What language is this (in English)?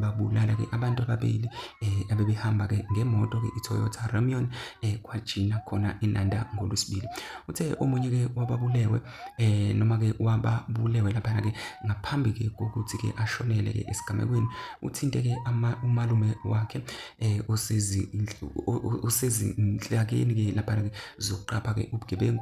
Zulu